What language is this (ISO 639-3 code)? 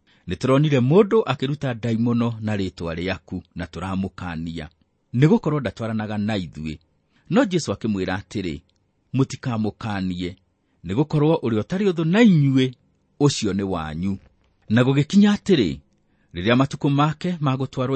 kik